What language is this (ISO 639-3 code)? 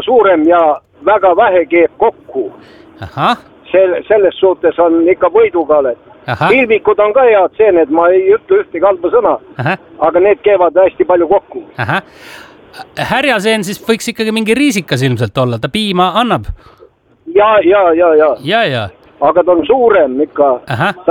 est